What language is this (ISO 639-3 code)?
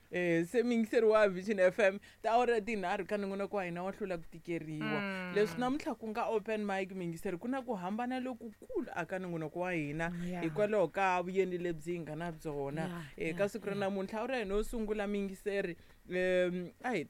tso